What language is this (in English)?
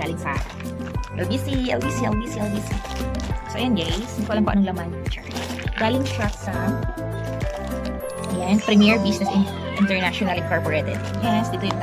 Filipino